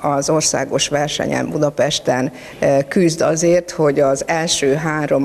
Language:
Hungarian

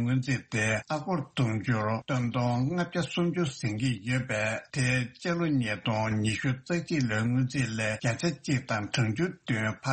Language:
Tibetan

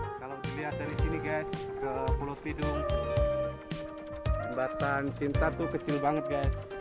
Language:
Indonesian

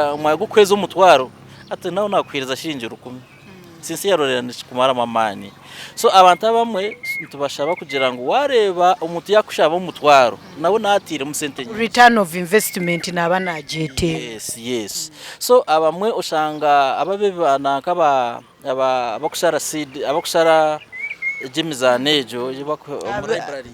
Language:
Nyankole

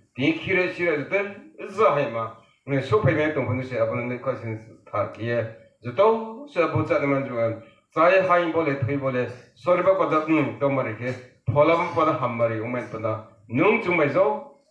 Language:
Riang (India)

